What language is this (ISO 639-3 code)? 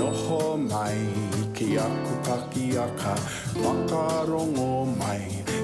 mri